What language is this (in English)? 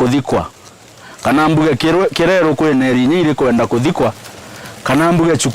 Meru